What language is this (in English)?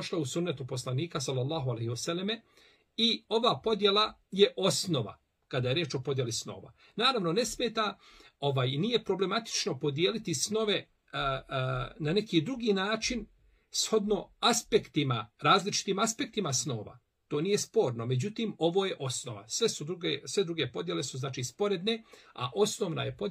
Bosnian